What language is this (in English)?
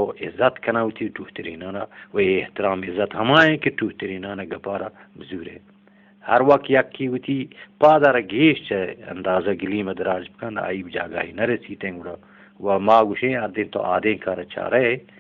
Eastern Balochi